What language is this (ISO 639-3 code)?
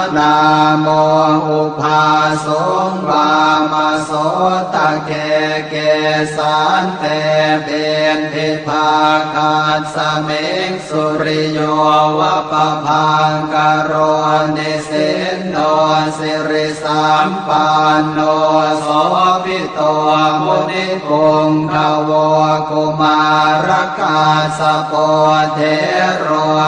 pli